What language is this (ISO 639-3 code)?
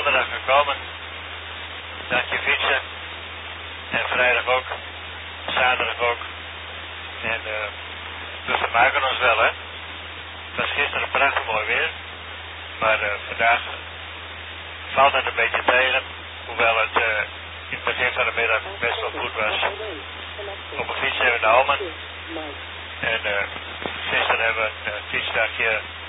nld